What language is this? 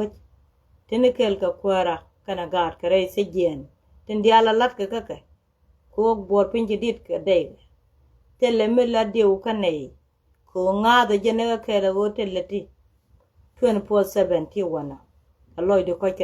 Nuer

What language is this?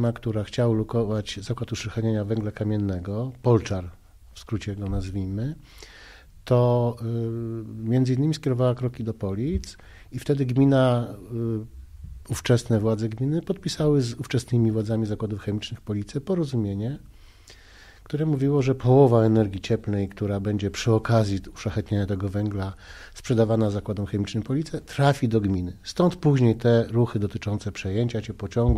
Polish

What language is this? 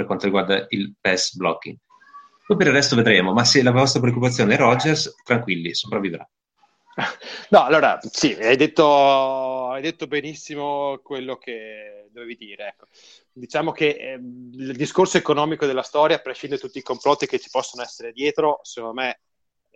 Italian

